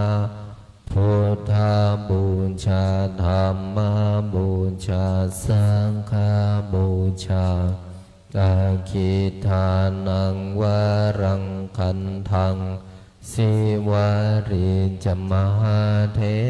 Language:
Pali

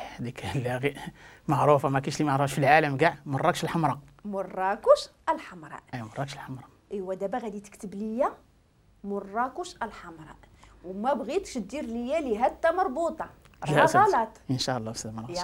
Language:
Moroccan Arabic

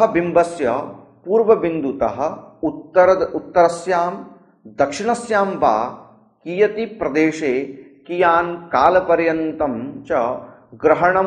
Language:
Sanskrit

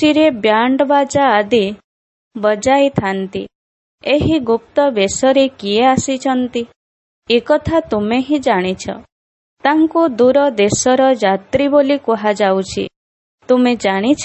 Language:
Odia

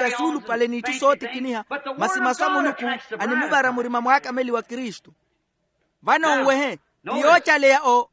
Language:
Makhuwa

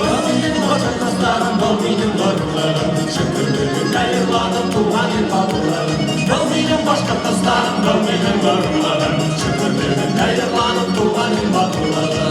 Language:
Bashkir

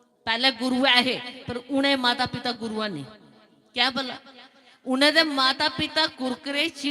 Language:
Dogri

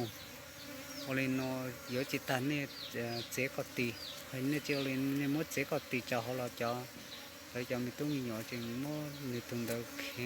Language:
Hmong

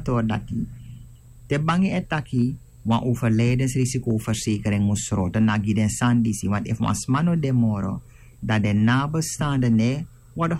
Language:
Sranan Tongo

